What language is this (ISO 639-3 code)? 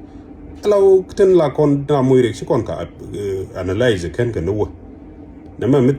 nus